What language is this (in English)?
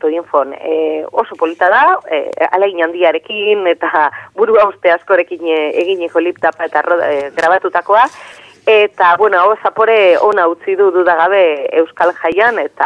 Basque